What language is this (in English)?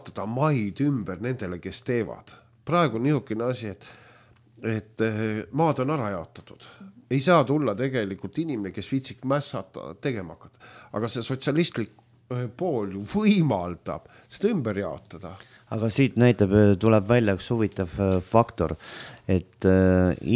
Estonian